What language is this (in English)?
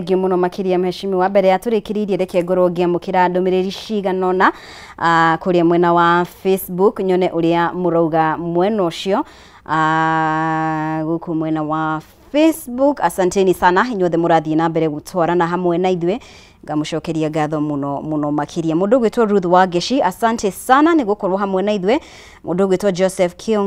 Kikuyu